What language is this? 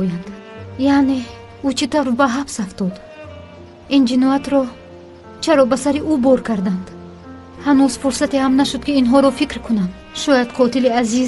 Tajik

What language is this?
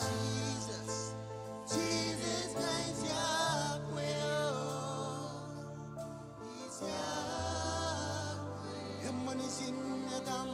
Marshallese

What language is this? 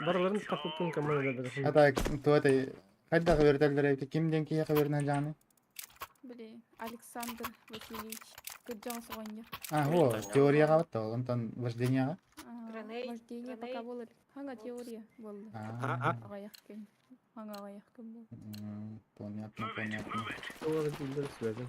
Yakut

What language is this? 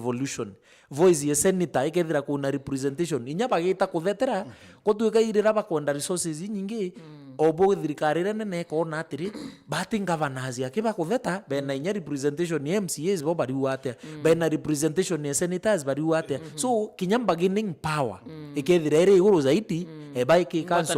Meru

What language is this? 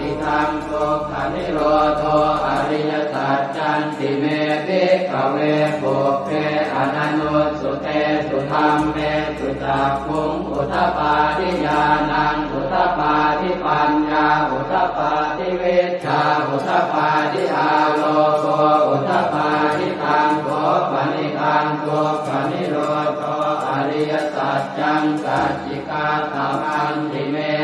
Pali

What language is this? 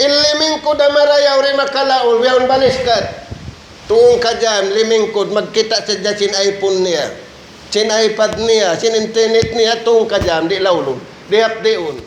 Tausug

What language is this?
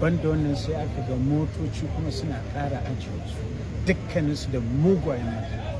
Hausa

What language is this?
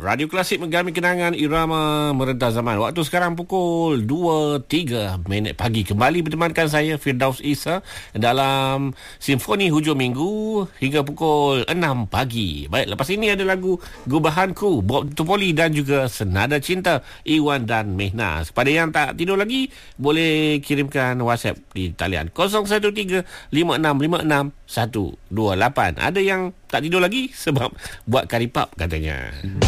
Malay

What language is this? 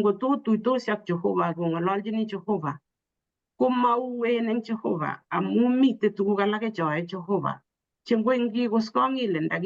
Kalenjin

